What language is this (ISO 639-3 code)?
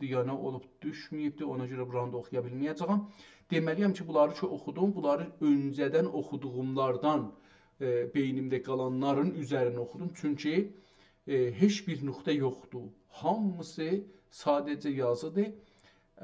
azb